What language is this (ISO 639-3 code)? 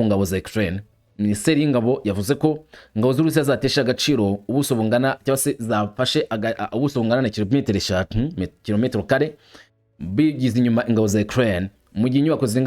kin